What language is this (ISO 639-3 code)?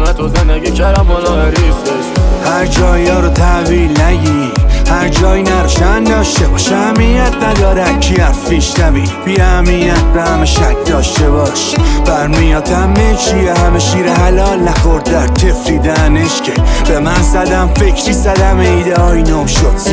fas